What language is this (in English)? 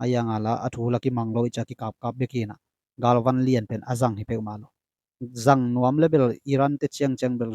Tedim Chin